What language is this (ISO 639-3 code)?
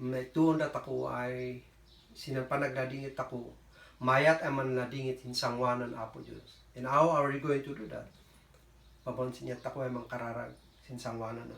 kne